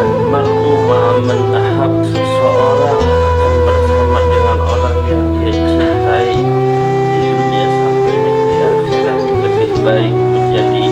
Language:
Banjar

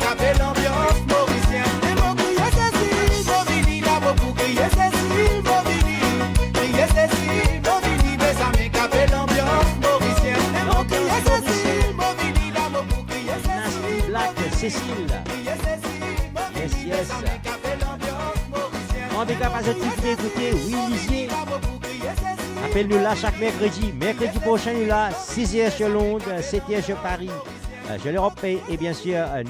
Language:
Morisyen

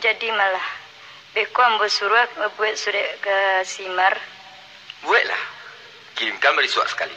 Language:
Minangkabau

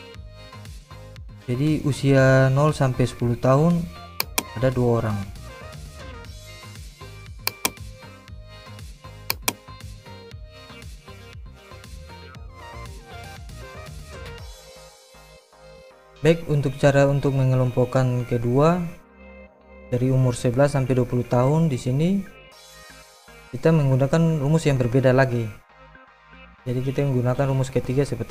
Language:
Indonesian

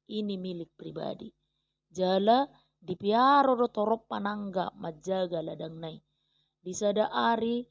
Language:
Batak Toba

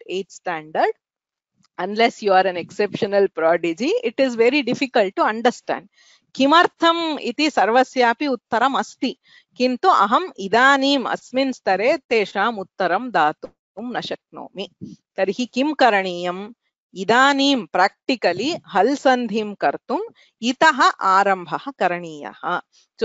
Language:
Sanskrit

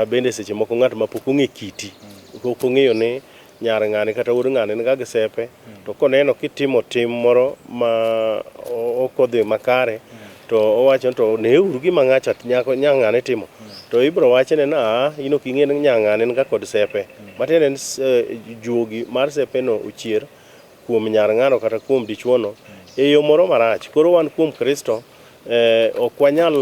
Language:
Luo (Kenya and Tanzania)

